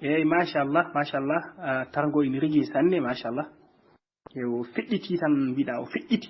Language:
Fula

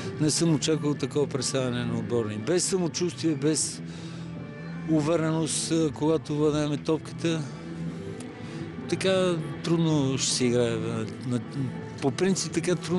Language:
Bulgarian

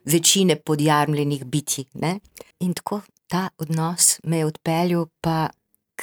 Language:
Slovenian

